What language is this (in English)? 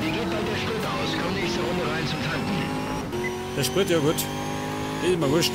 Bavarian